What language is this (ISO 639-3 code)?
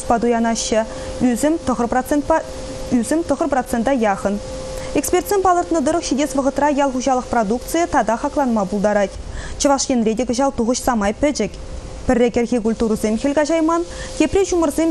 chv